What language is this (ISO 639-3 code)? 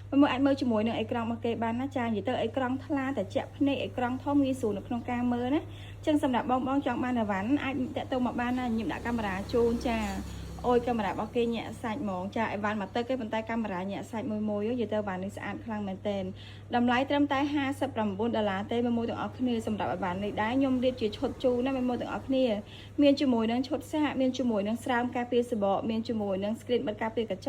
khm